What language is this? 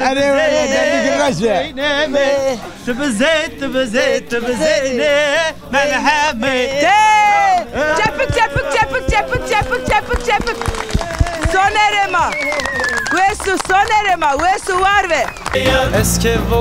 Zaza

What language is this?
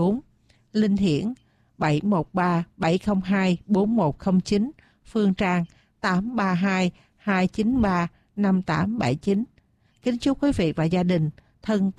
Vietnamese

